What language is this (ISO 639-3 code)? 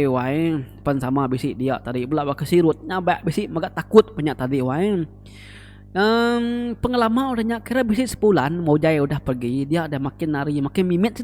iba